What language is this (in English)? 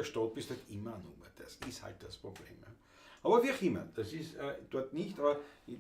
Bavarian